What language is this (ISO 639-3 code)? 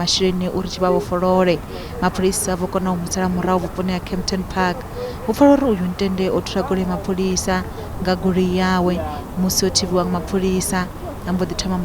ven